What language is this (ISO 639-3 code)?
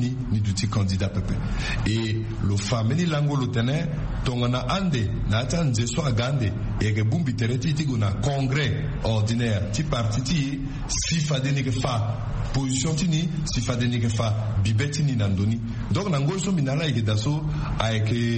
sag